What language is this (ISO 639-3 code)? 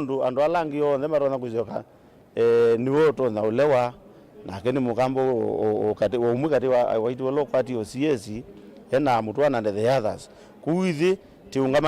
kam